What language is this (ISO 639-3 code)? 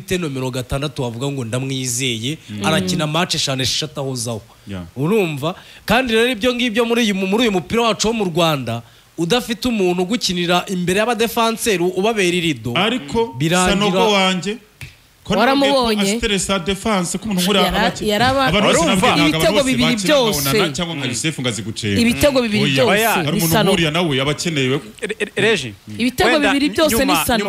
kin